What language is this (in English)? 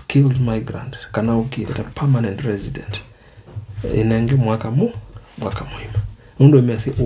Kamba